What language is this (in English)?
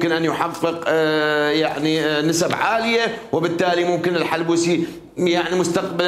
Mesopotamian Arabic